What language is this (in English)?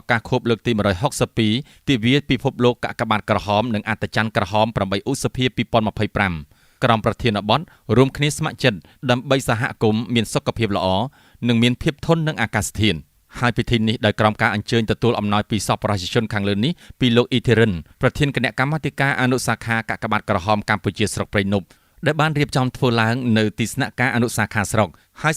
Khmer